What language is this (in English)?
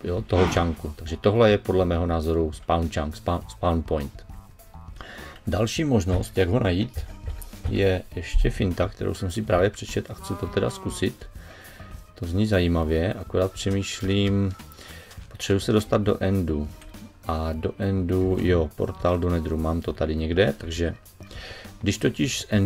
Czech